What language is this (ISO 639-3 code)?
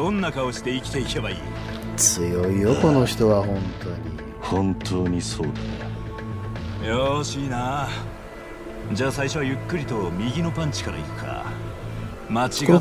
jpn